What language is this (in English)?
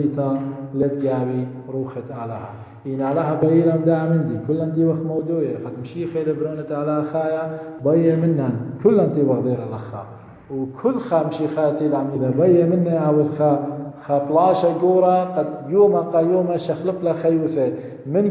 Assyrian Neo-Aramaic